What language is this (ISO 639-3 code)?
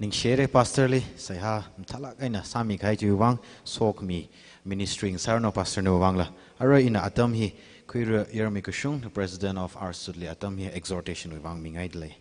nmf